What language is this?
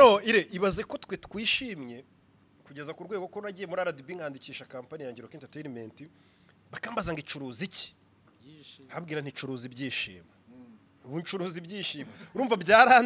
Kinyarwanda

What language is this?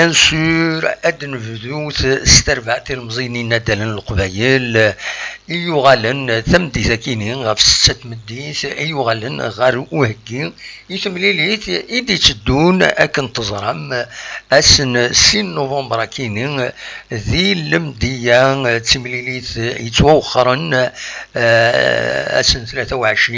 Kabyle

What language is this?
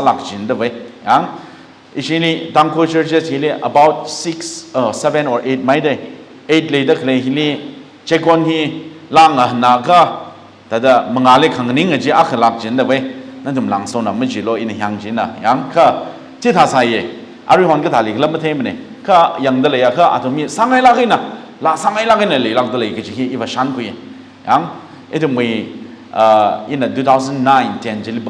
Tangkhul Naga (India)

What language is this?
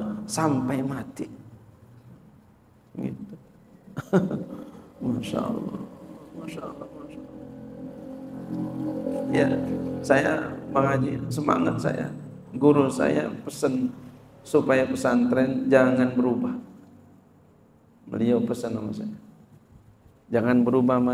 Indonesian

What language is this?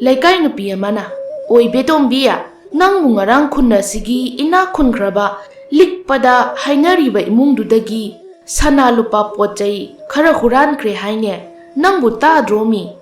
Manipuri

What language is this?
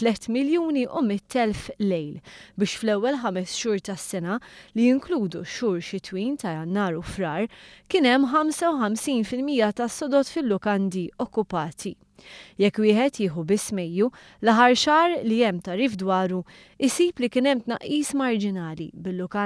Maltese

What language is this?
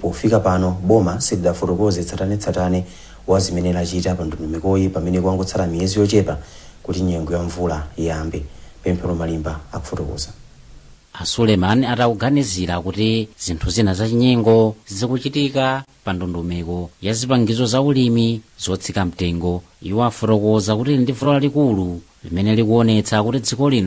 Nyanja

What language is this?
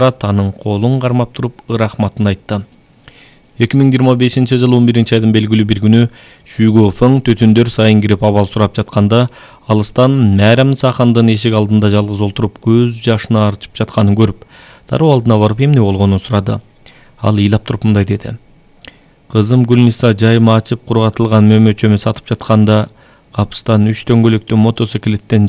Kyrgyz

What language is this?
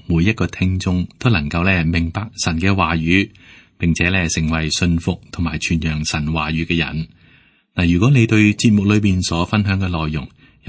Cantonese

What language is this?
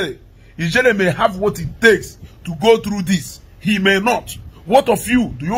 Igbo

